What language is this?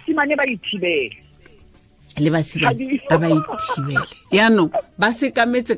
Tswana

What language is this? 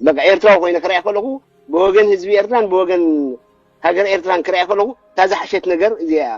Tigrinya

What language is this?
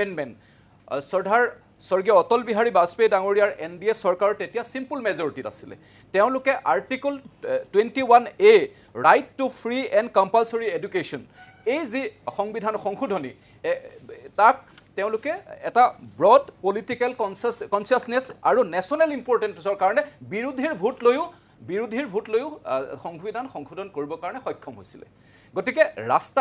Assamese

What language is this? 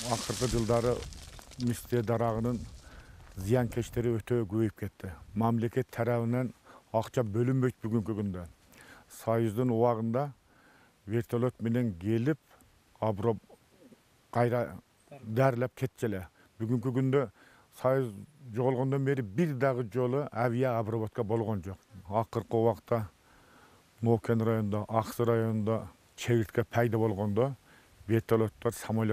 Kyrgyz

